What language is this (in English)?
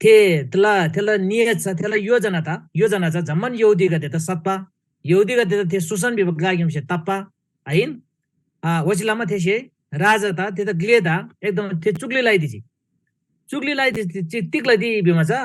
Eastern Tamang